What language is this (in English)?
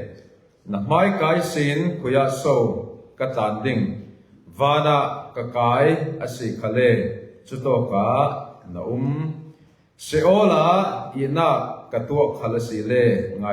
Falam Chin